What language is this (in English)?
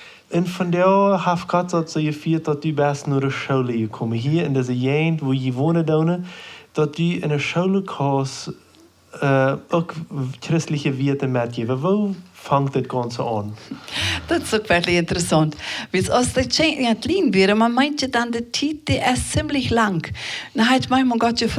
Plautdietsch